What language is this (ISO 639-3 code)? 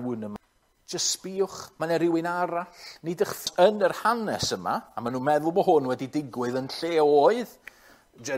cym